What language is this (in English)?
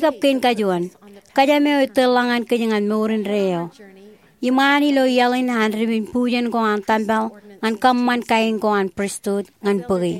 Marshallese